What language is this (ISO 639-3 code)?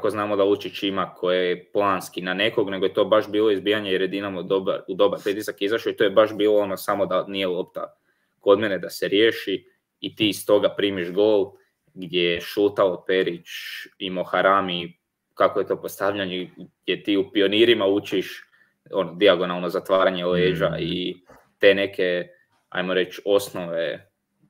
hrv